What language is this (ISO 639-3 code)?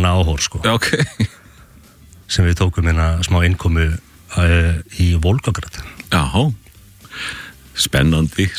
isl